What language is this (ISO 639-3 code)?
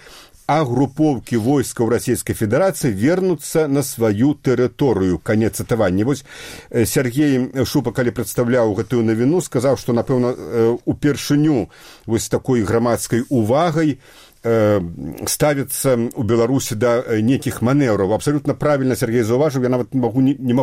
bel